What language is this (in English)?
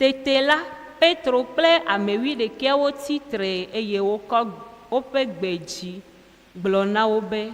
Ewe